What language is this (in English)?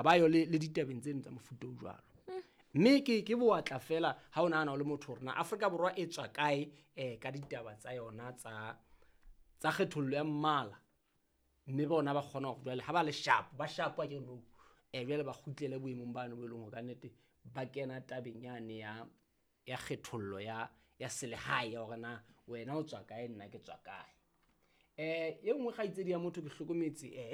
Southern Sotho